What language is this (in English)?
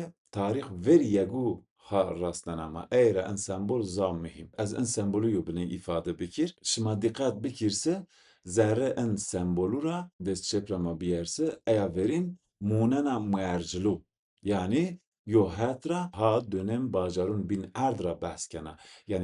Zaza